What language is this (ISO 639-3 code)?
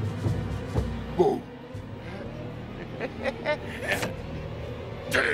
fra